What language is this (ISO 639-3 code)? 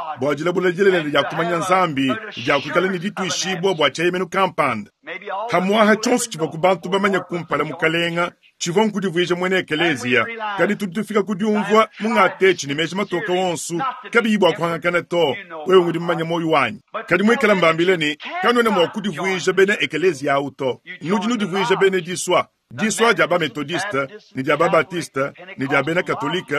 lua